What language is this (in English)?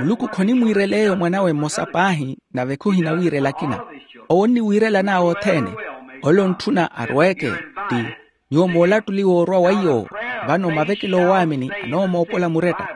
Makhuwa